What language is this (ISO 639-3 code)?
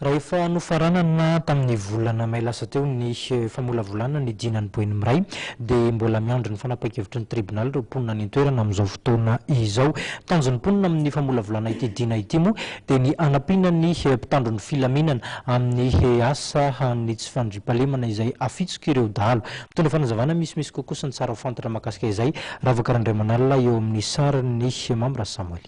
mlg